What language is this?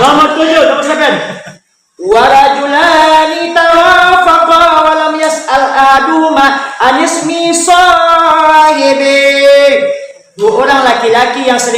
Minangkabau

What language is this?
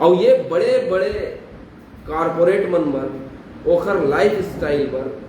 Chhattisgarhi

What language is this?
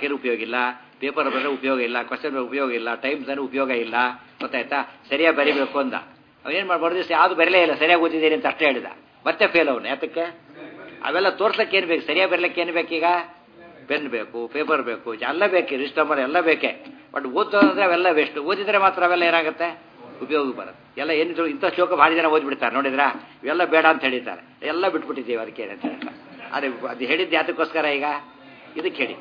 Kannada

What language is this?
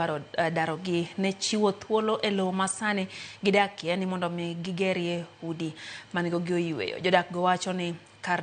Luo (Kenya and Tanzania)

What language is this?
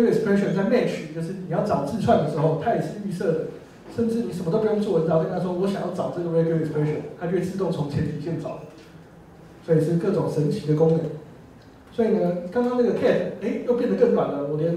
Chinese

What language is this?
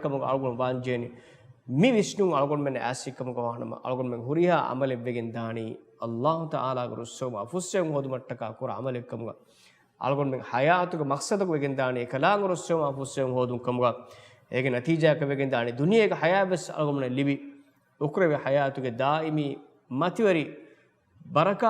Divehi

